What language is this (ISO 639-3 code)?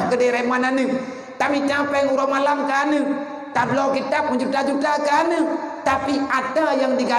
ace